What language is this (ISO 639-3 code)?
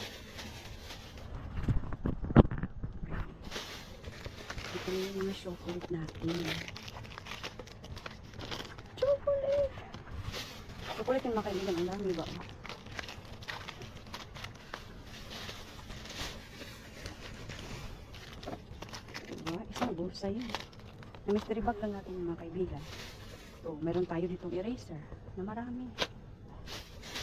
fil